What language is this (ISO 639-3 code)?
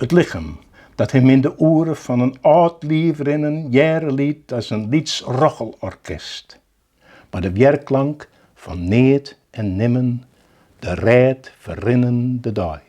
fry